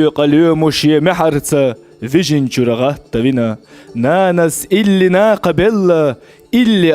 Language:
Chechen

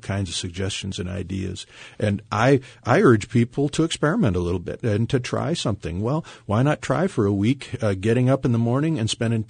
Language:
English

